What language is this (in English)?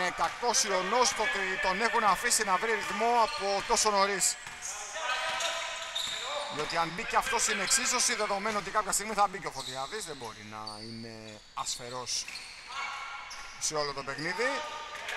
Greek